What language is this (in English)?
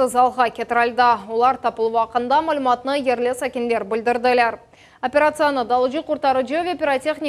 Crimean Tatar